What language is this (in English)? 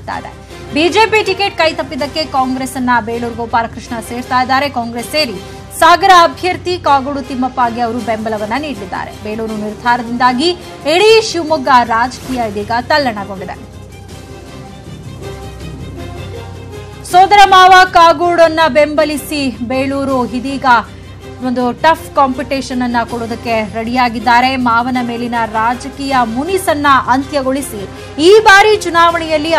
Kannada